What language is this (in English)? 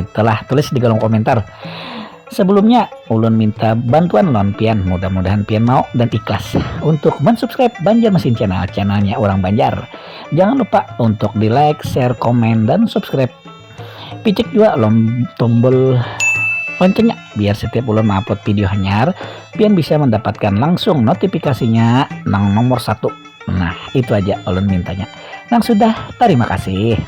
Banjar